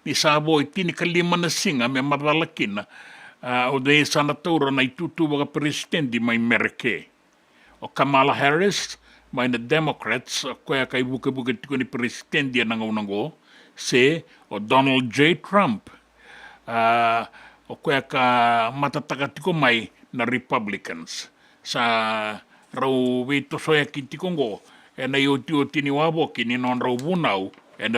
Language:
Fijian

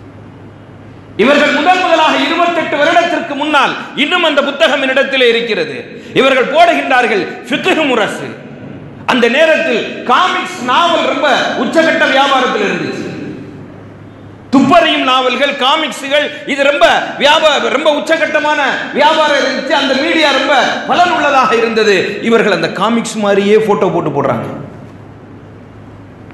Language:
Tamil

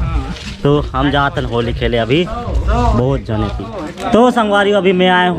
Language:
Chhattisgarhi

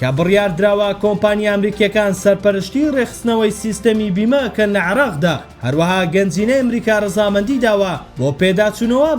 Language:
Central Kurdish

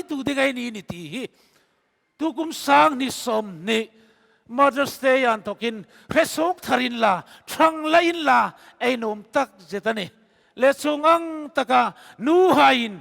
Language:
Hmar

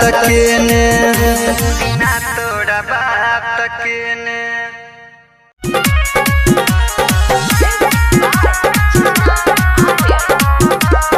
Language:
Bhojpuri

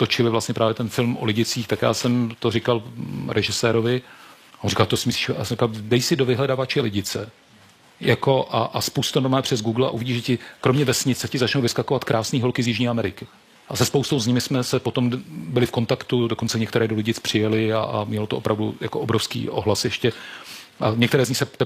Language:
Czech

